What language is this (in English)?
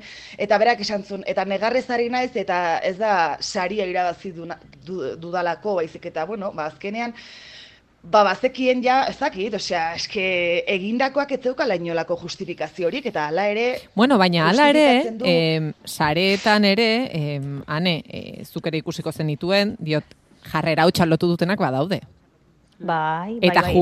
Basque